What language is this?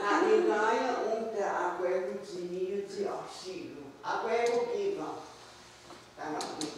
Mohawk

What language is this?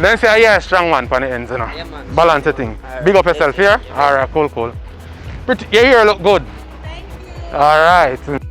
Jamaican Creole English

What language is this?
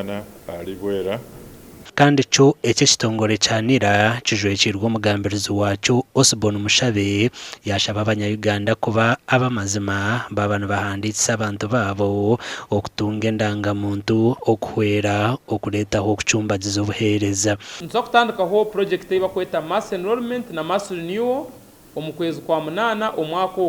Nyankole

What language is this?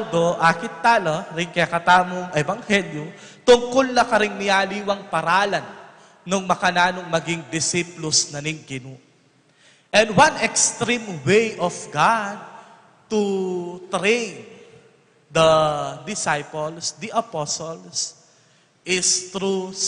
Pampanga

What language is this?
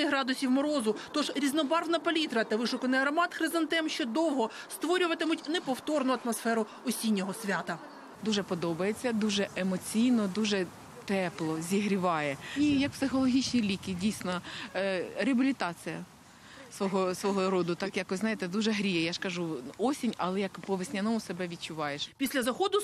Ukrainian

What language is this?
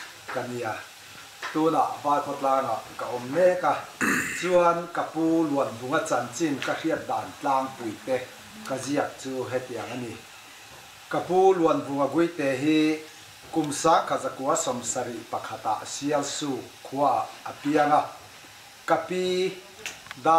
Mizo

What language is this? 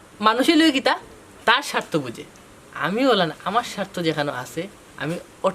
Sylheti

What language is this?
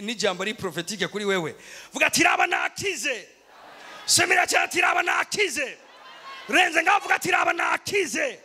Rundi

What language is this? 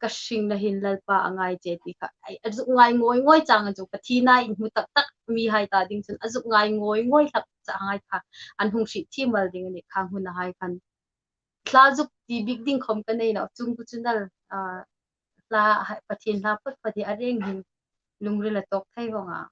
Hmar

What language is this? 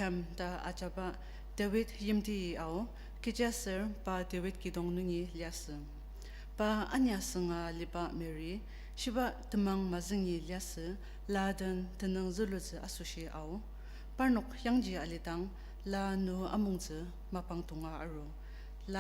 Ao Naga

